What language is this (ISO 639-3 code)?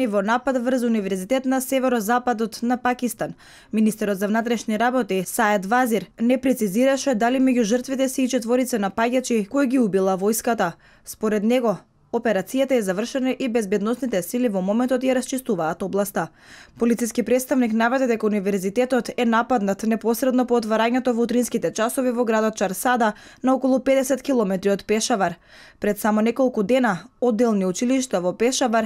mkd